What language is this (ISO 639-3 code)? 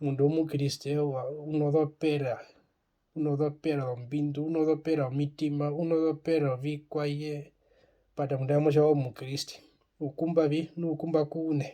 her